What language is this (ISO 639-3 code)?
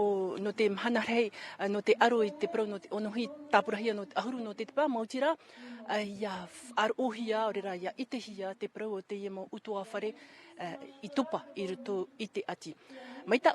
tah